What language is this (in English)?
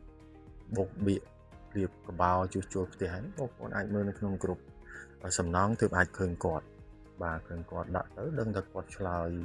Khmer